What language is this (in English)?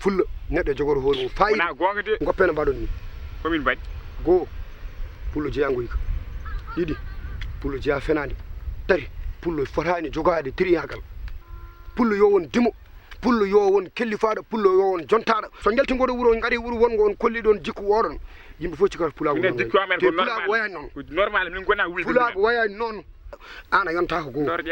Fula